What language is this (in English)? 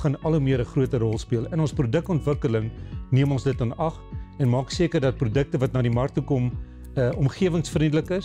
Afrikaans